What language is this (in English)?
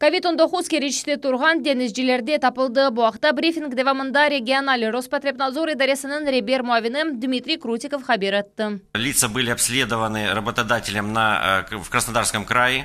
Crimean Tatar